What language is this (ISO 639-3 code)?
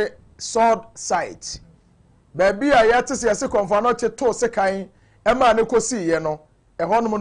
aka